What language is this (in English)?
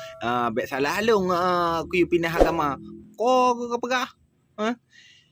Achinese